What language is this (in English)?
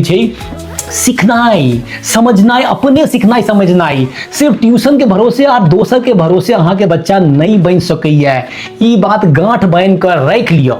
Maithili